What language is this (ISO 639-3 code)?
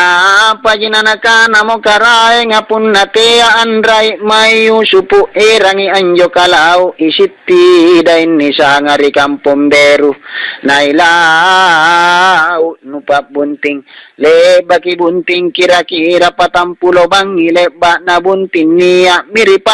mak